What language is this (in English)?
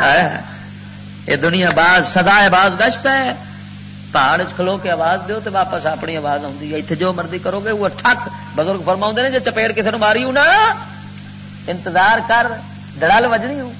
Western Panjabi